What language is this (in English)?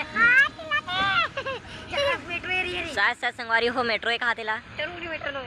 Chhattisgarhi